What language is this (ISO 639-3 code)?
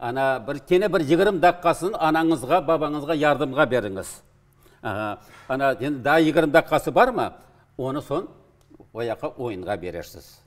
crh